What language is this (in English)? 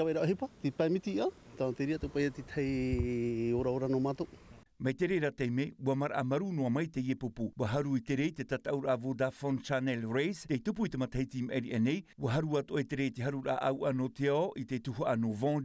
Tahitian